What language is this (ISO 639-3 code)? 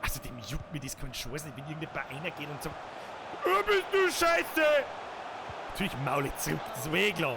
bar